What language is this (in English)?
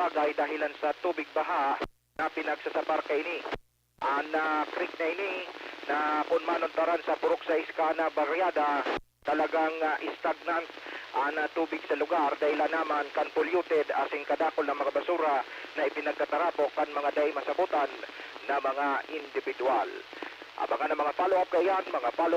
Bikol